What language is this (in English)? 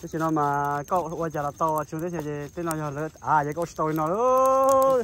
Hmong